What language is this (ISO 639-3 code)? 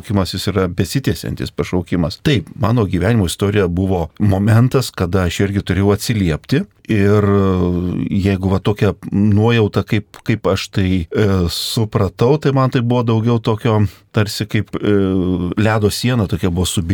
lit